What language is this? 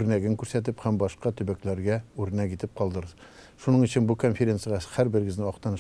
Tatar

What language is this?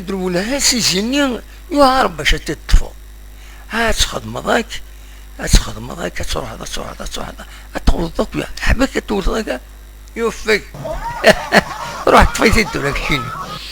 Kabyle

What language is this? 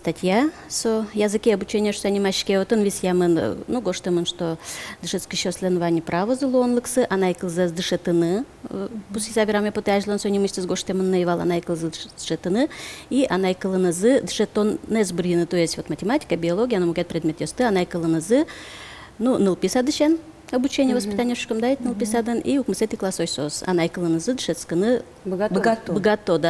Udmurt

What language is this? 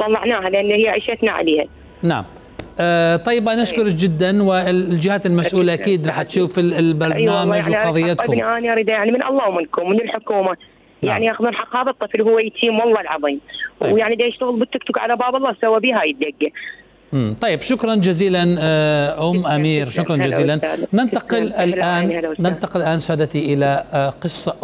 Mesopotamian Arabic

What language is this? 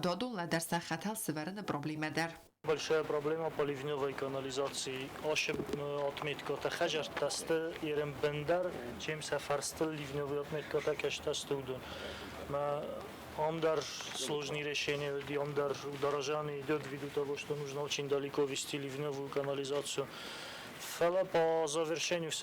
Ossetic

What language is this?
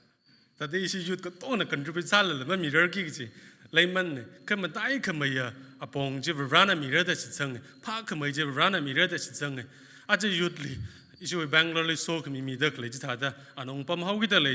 Tangkhul Naga (India)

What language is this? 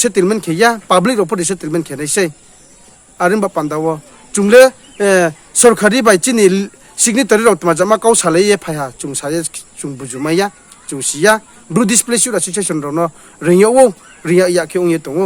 Riang (India)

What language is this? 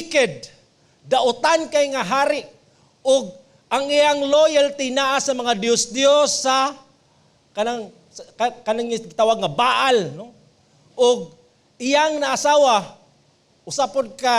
Cebuano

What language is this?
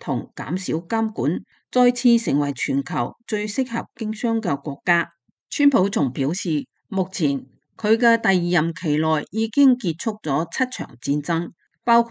Cantonese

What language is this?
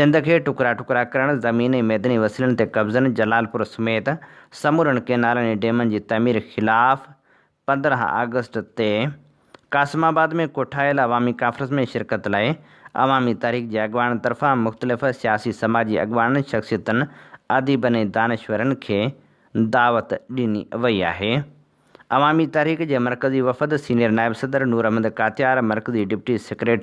Sindhi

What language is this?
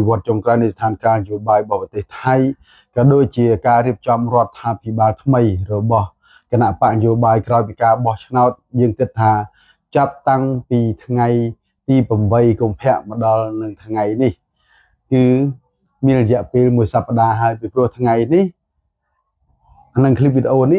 Khmer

